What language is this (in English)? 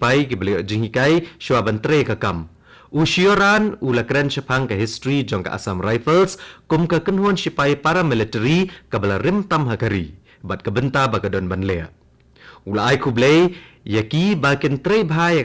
Khasi